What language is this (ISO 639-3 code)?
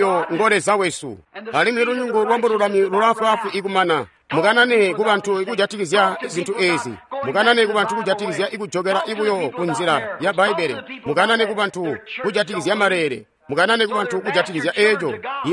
toi